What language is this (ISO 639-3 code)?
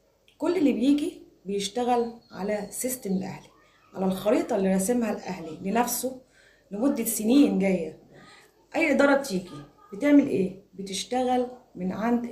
arz